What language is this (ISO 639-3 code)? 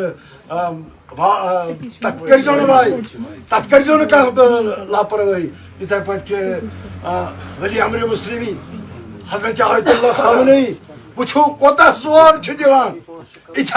kas